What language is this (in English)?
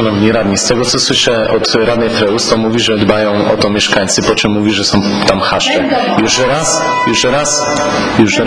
Polish